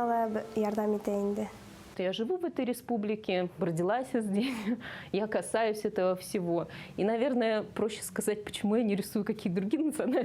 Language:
Bashkir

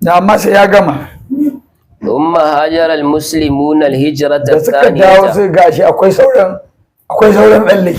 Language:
Hausa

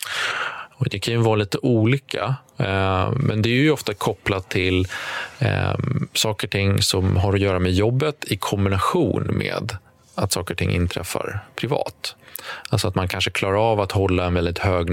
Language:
Swedish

